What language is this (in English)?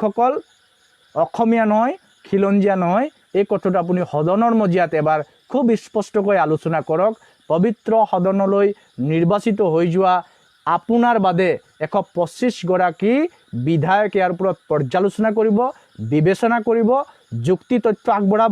Assamese